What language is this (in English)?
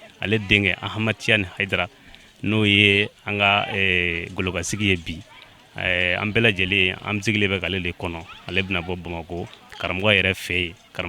Bambara